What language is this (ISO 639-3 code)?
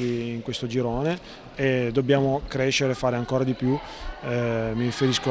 ita